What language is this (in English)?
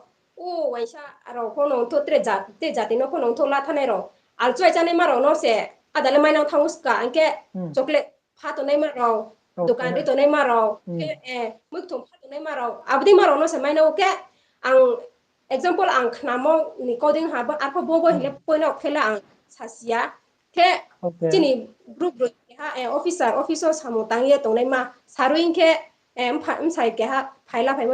Riang (India)